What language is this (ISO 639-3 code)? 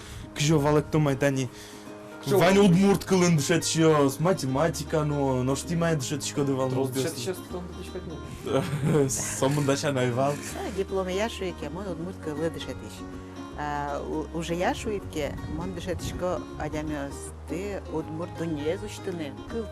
udm